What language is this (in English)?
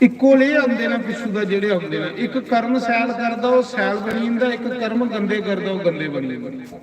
Dogri